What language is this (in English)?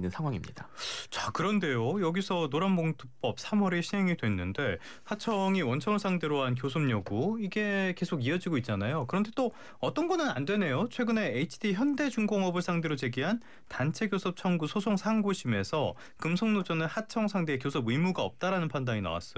Korean